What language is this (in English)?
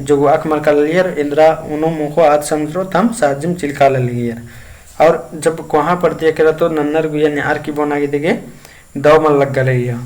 Kurukh